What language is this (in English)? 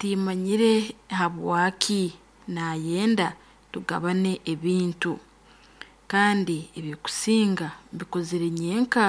Nyoro